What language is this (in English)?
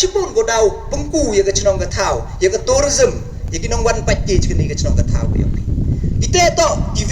Pnar